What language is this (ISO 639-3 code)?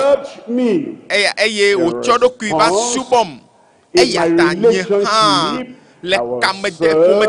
ewe